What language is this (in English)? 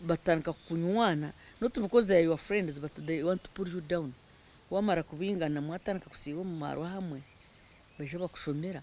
Nyankole